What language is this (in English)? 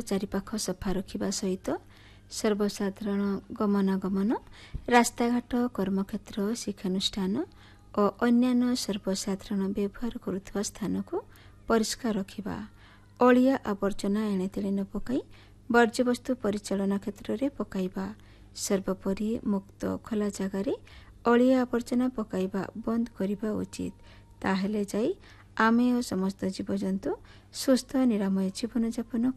Odia